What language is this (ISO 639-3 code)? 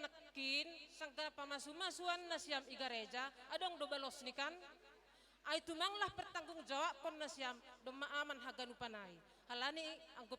bts